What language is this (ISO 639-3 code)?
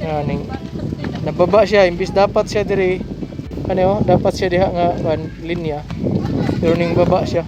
ceb